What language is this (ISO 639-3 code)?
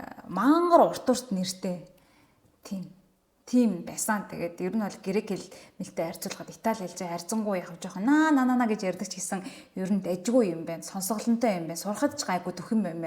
mon